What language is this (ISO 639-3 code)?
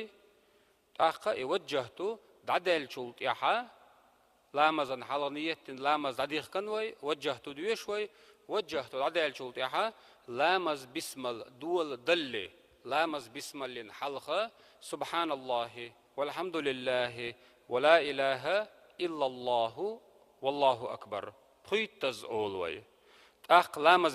che